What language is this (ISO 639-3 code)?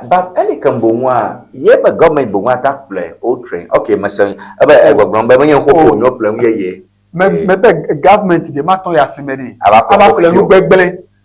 ewe